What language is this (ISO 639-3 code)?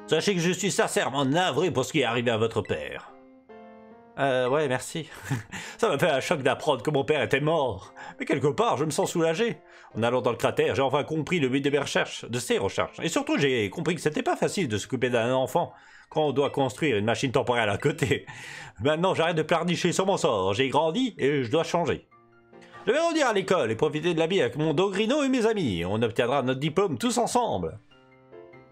fra